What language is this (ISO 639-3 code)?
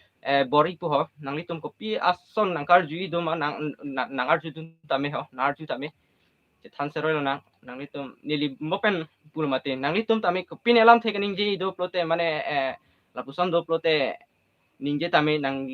mjw